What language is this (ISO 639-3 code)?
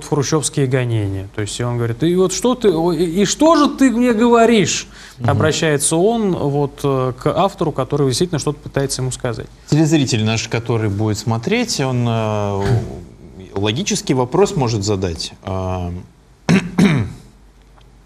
rus